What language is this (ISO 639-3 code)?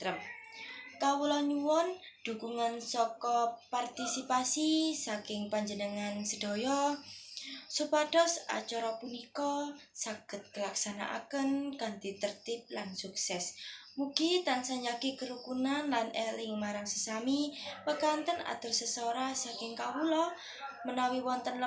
jav